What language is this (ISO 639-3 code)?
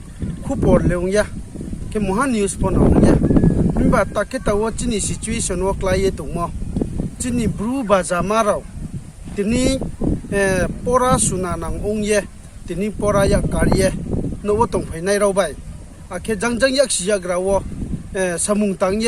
ria